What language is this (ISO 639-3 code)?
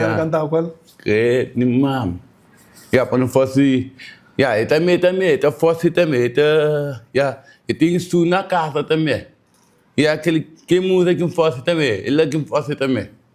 kea